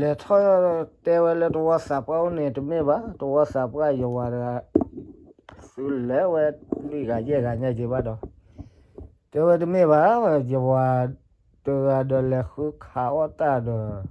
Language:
S'gaw Karen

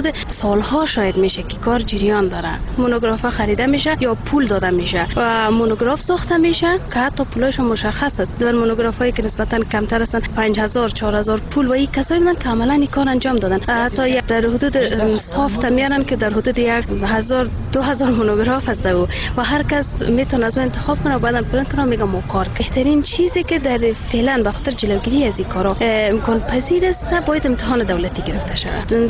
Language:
Persian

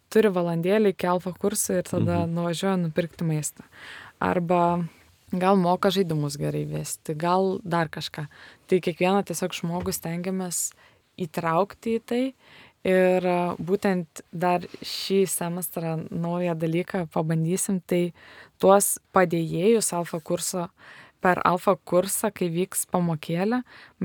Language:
Lithuanian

